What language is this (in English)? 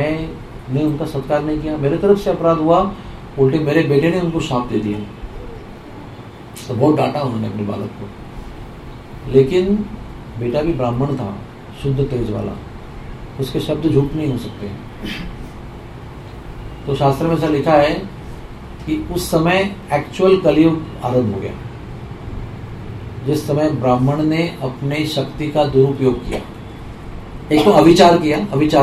Hindi